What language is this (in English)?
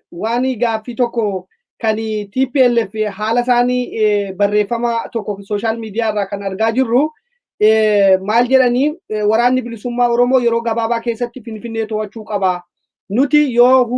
Oromo